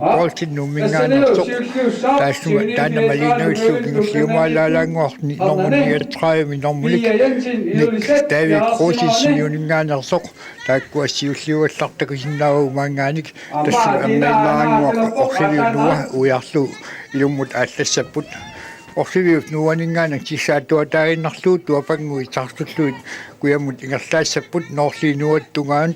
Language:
Kalaallisut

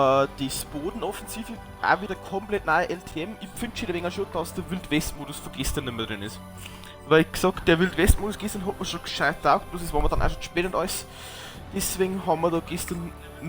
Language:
Bavarian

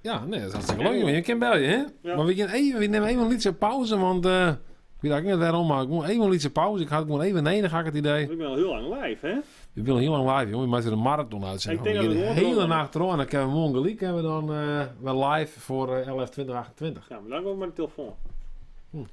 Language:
Western Frisian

